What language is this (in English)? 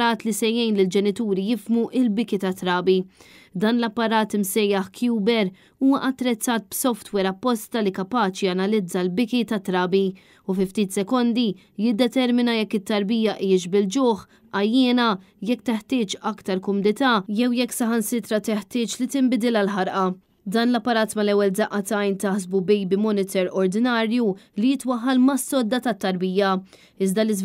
Maltese